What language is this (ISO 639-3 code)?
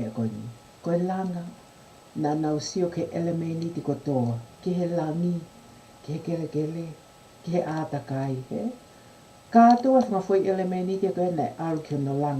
ton